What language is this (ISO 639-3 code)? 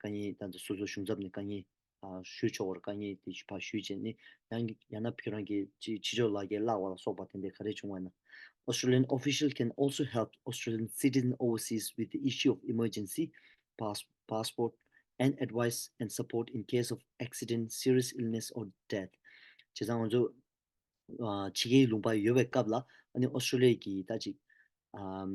bod